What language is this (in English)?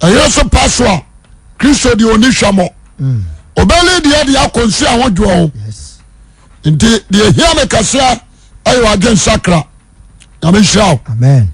Akan